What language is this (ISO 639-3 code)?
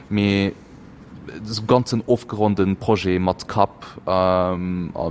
ltz